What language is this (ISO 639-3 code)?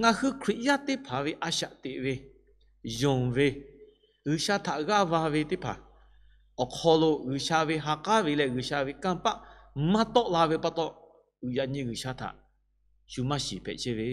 lhu